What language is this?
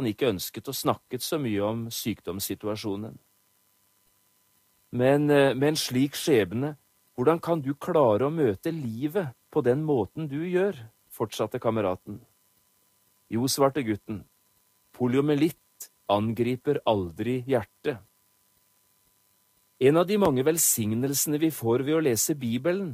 Norwegian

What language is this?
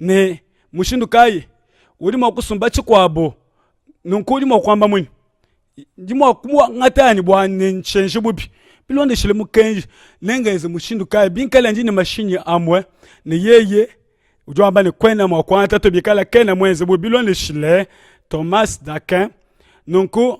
Luba-Lulua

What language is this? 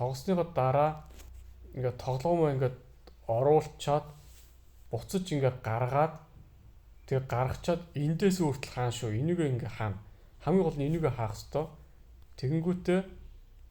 Mongolian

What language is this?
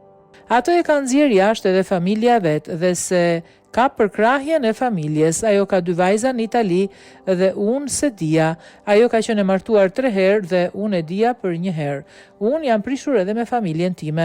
Albanian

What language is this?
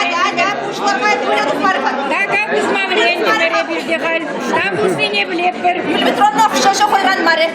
Chuvash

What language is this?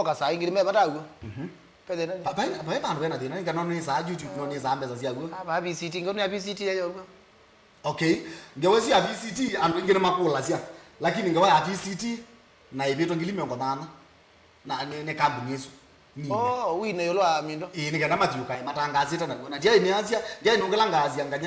Kamba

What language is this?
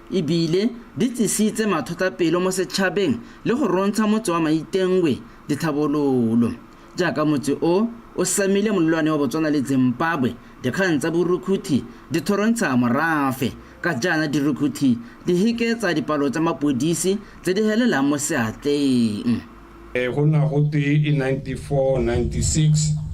Tswana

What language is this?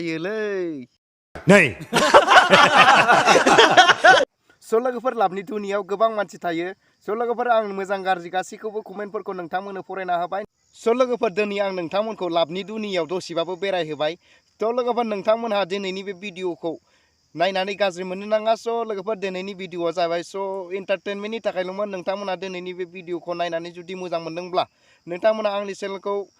Bodo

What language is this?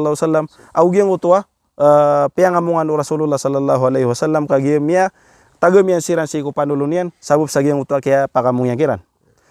Maranao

